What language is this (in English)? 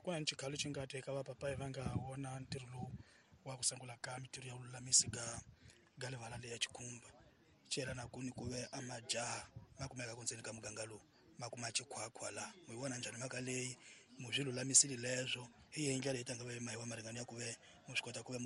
Tsonga